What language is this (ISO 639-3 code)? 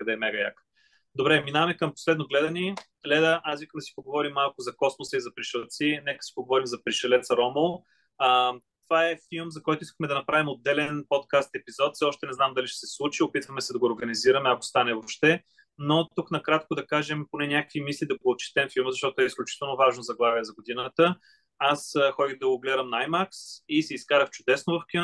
bul